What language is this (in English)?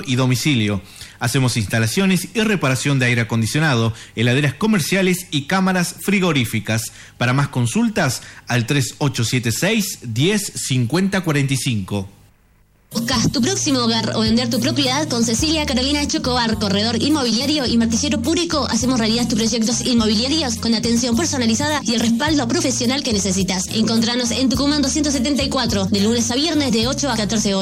Spanish